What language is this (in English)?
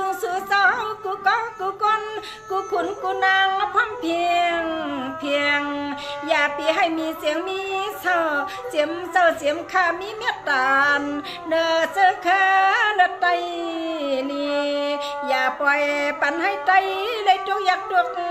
Shan